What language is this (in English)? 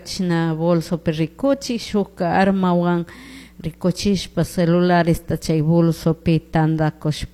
Chimborazo Highland Quichua